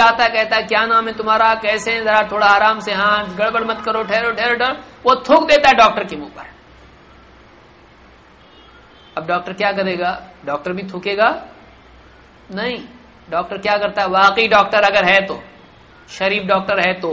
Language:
Urdu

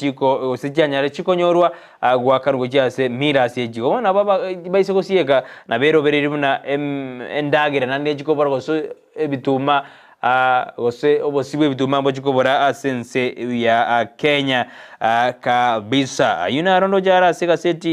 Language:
Gusii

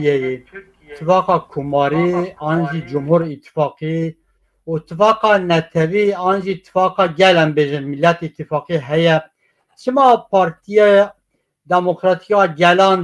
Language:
Kurdish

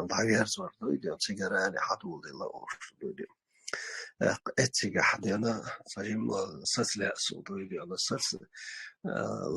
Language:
Chechen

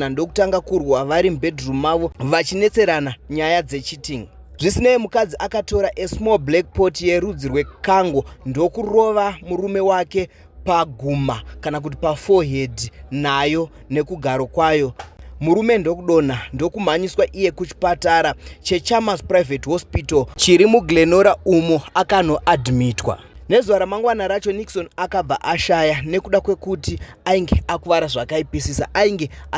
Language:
Shona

